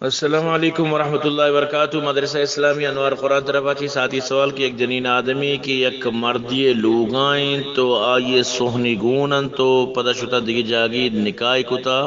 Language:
Eastern Balochi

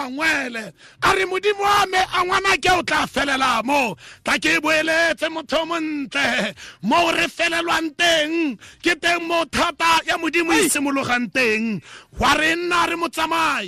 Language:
Tswana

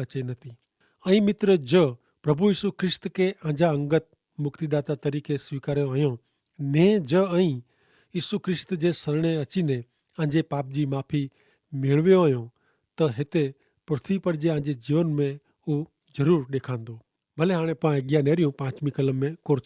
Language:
Kachhi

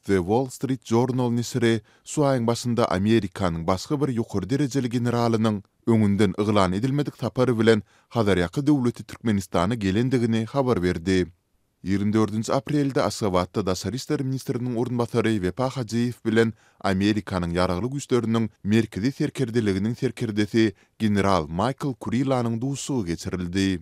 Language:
Turkmen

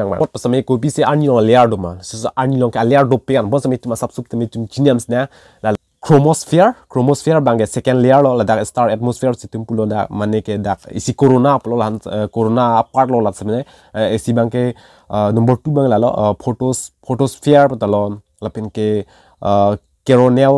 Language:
Karbi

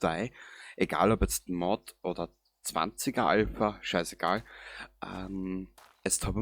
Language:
Bavarian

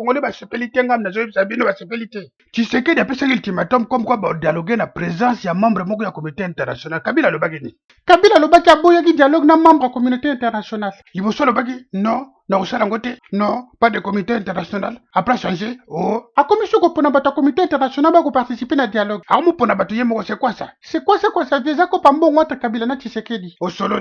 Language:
Lingala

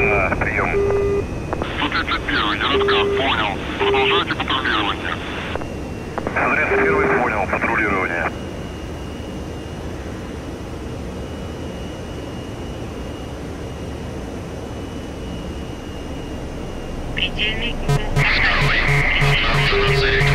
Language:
Russian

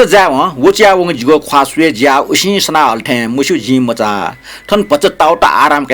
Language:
Newari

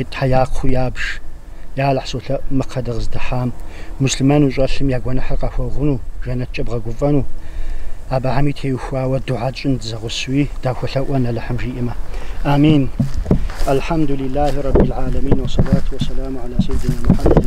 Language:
Kabardian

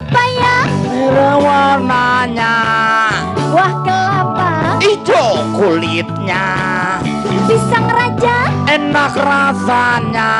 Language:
Betawi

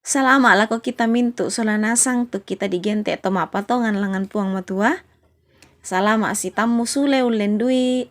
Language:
Toraja-Sa'dan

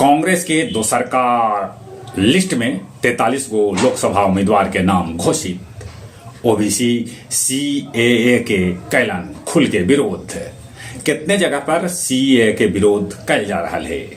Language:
Magahi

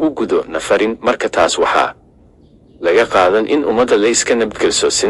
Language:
Somali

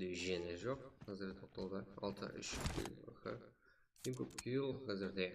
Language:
Kara-Kalpak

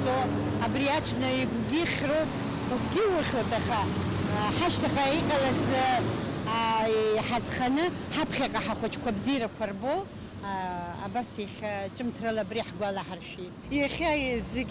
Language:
Abkhazian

